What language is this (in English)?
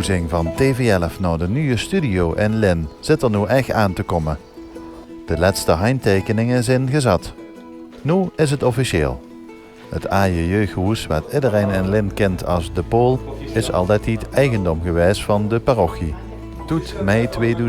Limburgish